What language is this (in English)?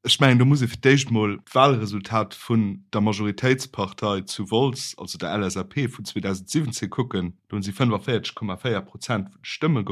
Luxembourgish